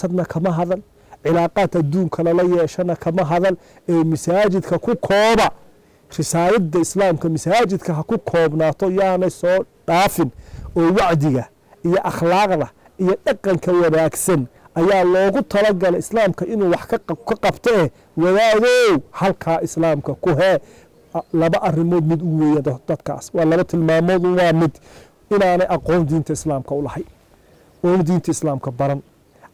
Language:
Somali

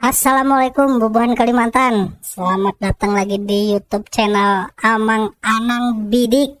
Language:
Banjar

